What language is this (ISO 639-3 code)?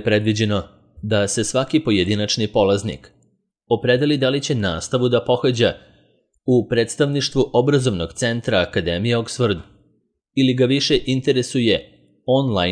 srp